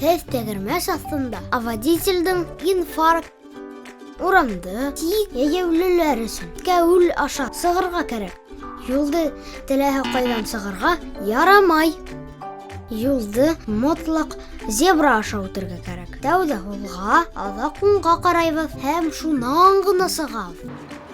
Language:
Bashkir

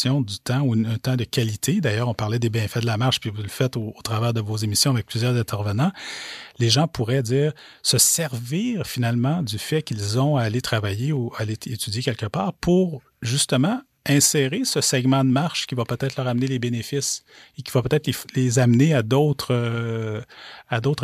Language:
French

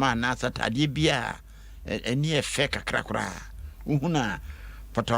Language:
Akan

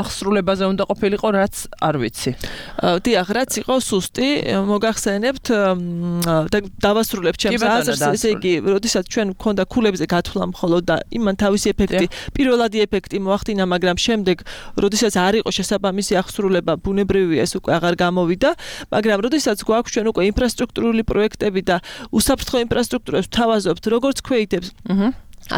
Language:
Georgian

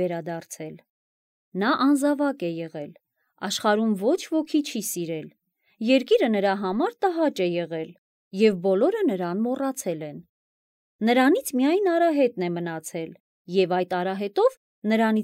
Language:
Armenian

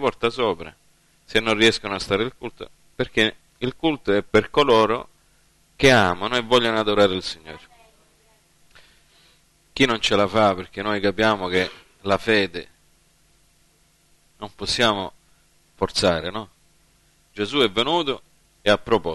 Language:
Italian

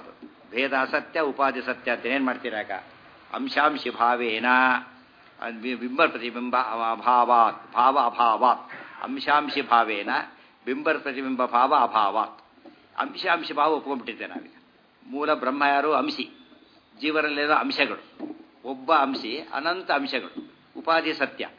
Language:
Kannada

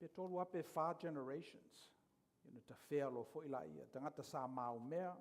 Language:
Samoan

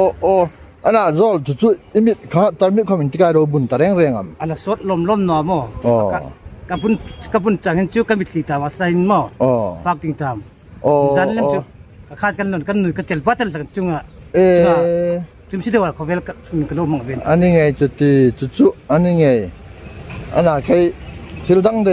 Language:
Hmar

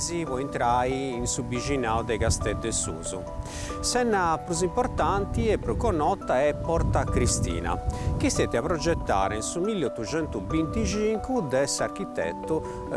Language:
Sardinian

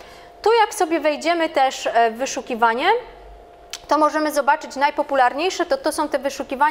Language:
Polish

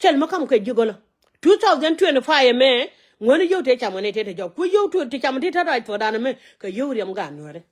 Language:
Nuer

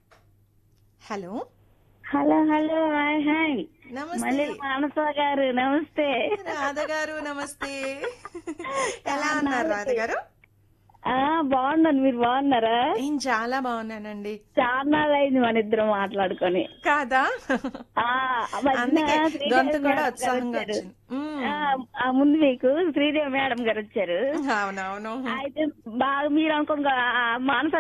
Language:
Telugu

